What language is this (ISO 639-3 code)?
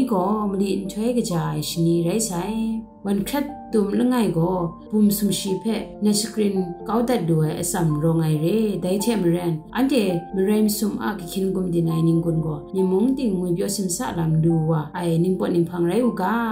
kac